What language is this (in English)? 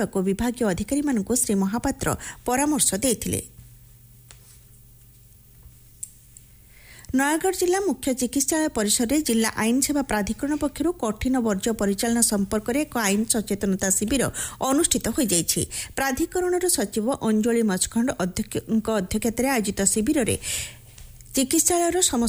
Odia